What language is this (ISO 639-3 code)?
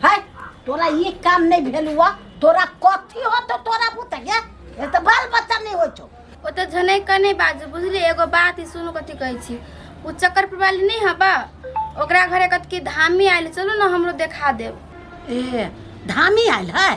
mai